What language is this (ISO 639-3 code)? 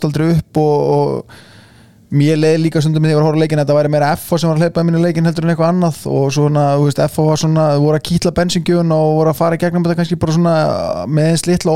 isl